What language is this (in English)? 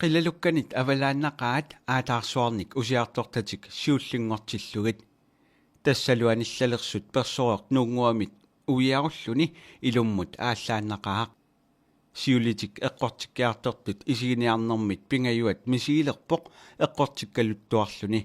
Kalaallisut